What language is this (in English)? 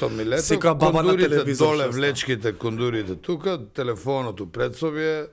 Macedonian